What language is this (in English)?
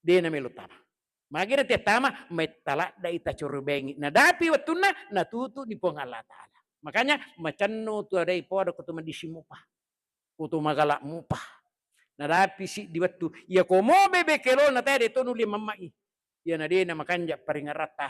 Buginese